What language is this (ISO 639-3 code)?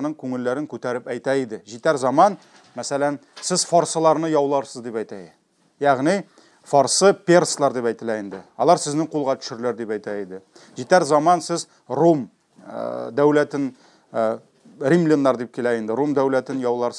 tat